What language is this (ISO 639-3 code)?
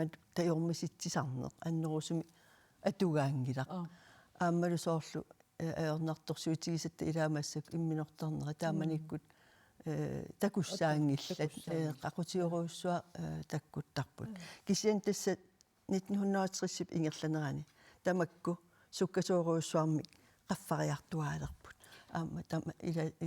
kal